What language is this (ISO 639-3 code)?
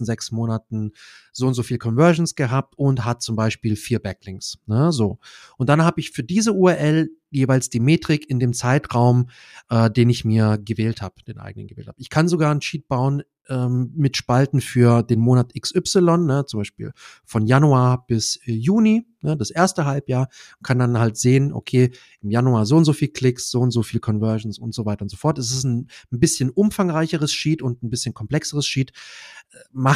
deu